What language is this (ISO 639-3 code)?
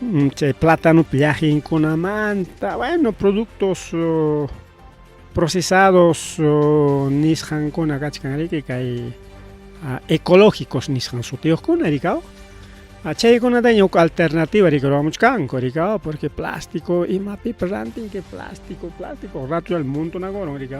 quy